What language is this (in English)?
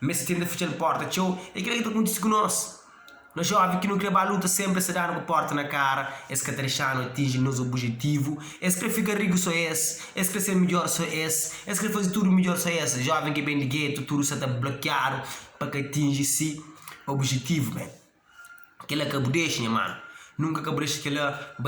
Kabuverdianu